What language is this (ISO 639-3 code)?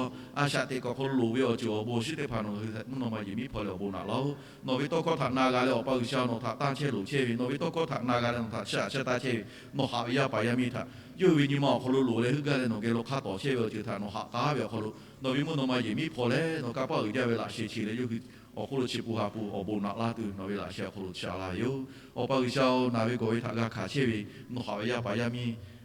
lhu